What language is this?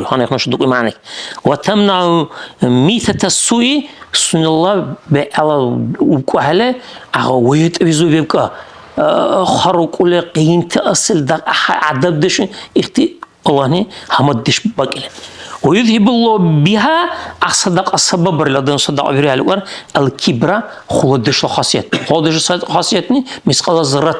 Dargwa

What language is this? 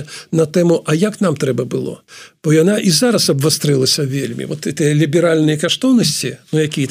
Belarusian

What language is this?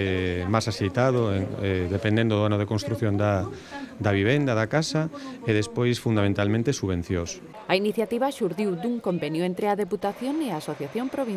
Galician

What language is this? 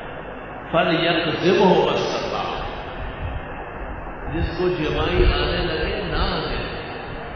Urdu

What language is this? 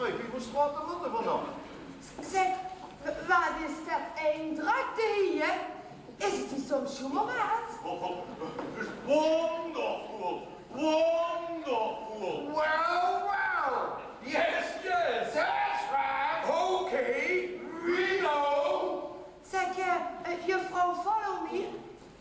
Limburgish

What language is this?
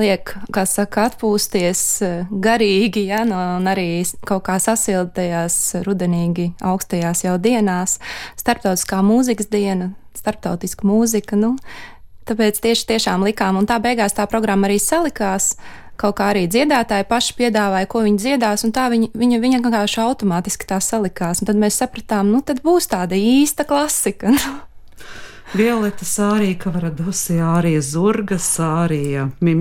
Latvian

